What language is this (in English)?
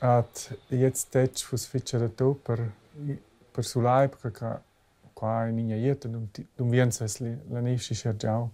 Romansh